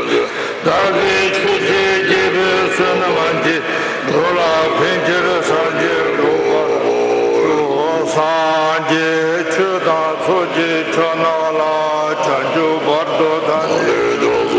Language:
Tibetan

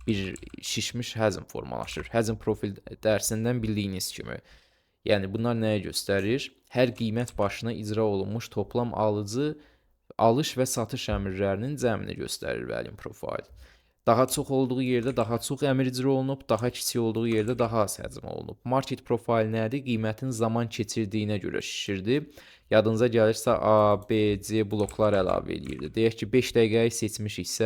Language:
Azerbaijani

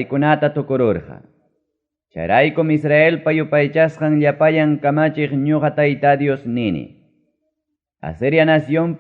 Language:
Ayacucho Quechua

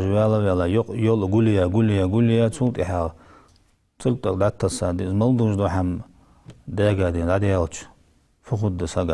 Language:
Ingush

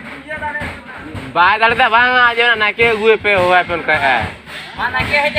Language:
Santali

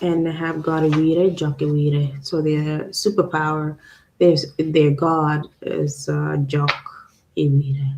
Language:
Acoli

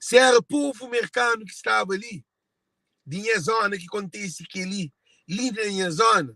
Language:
Kabuverdianu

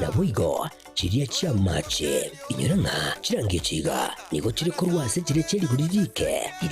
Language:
Gusii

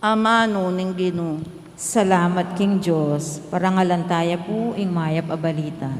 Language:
Pampanga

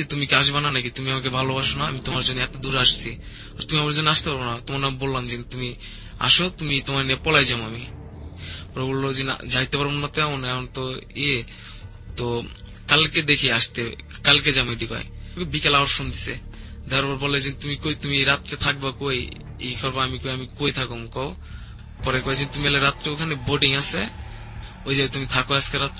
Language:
Bangla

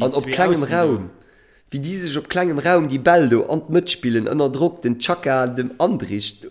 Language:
Luxembourgish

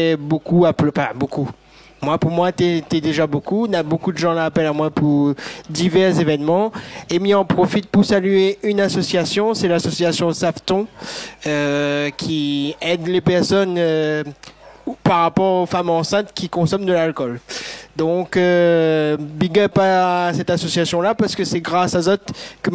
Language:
Réunion Creole French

